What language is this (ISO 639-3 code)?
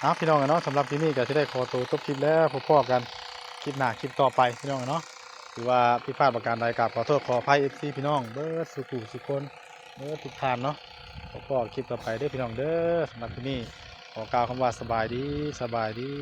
tts